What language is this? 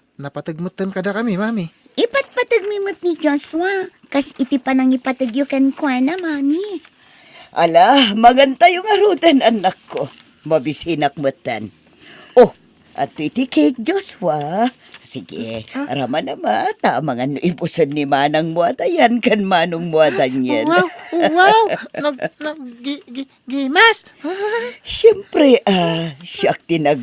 Iloko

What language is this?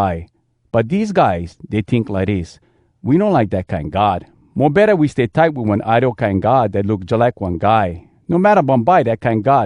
Hawai'i Creole English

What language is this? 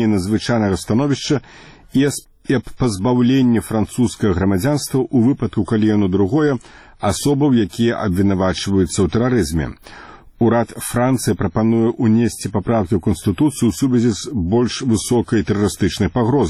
Belarusian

